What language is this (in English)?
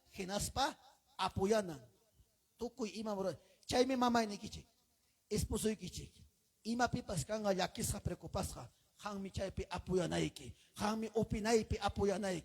Ayacucho Quechua